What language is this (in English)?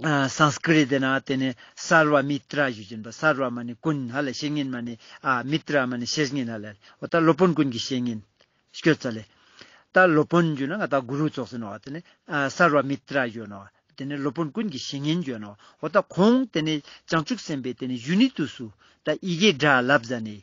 Ladakhi